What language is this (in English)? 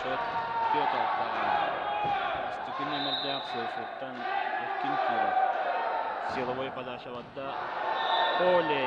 Yakut